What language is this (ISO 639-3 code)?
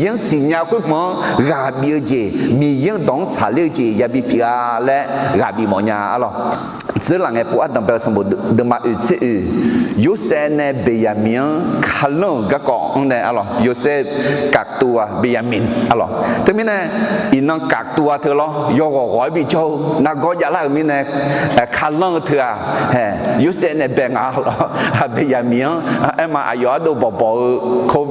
ahk